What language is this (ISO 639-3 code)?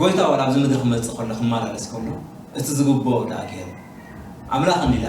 tir